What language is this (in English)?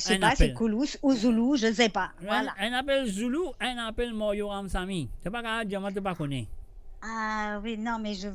Morisyen